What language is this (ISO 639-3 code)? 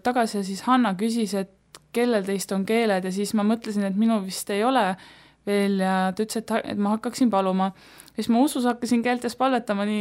est